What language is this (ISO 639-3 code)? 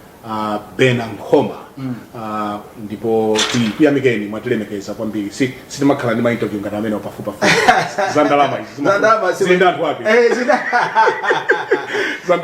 nya